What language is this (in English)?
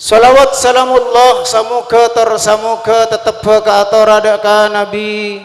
Madurese